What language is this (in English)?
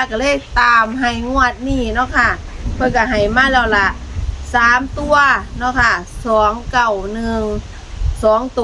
Northeastern Thai